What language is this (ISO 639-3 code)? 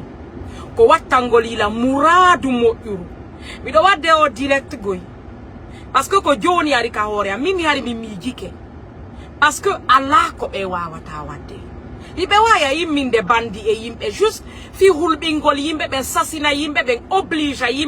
ful